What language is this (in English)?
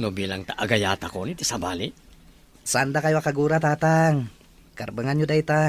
Iloko